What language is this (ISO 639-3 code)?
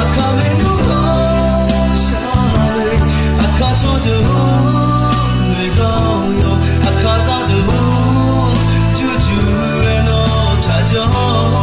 ahk